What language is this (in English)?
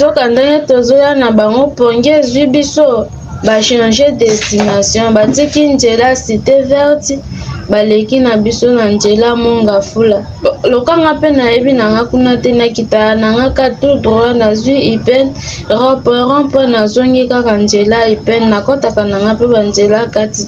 Lingala